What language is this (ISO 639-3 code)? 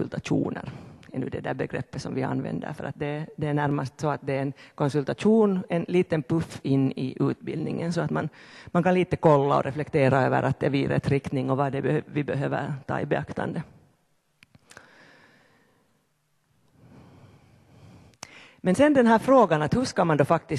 swe